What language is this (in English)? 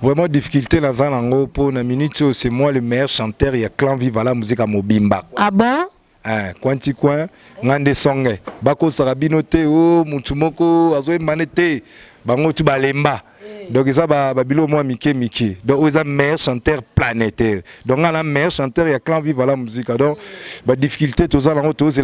Lingala